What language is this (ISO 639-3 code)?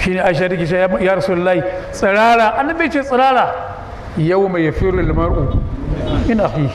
hau